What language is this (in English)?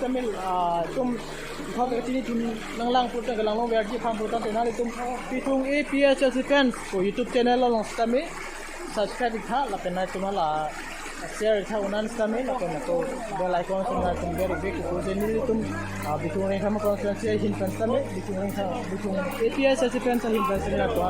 Karbi